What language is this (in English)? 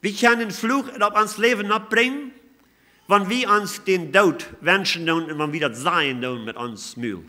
Plautdietsch